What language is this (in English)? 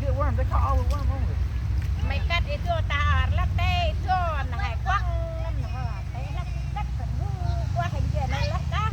Central Mnong